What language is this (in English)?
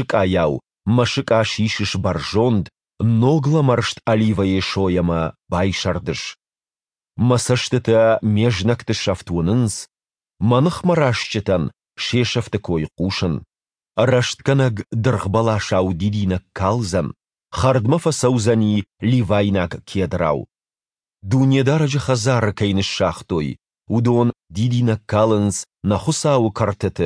Ossetic